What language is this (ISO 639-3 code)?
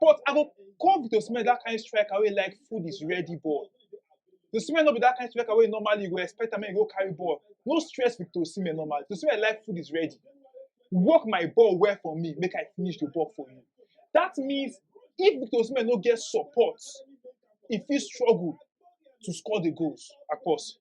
pcm